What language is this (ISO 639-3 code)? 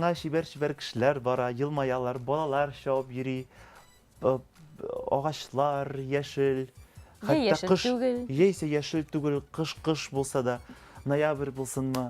tat